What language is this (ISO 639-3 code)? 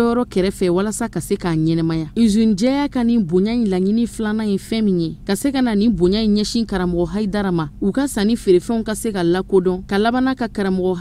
bam